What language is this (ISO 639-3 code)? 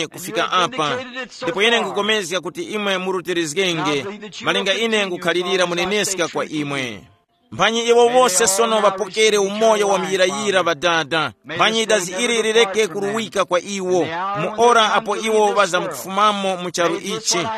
tum